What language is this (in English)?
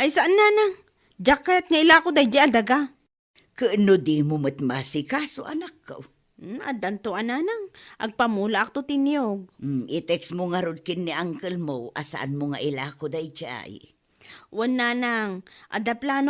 Iloko